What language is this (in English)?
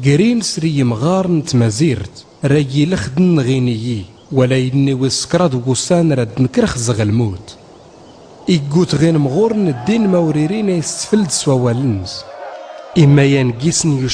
Tachelhit